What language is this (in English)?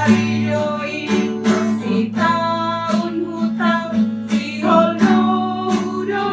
Batak Simalungun